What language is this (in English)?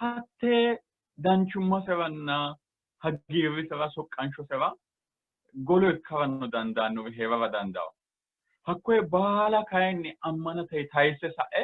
Sidamo